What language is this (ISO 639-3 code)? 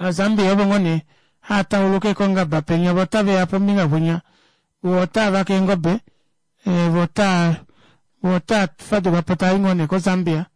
kua